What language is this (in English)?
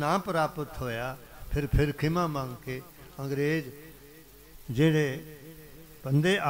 Punjabi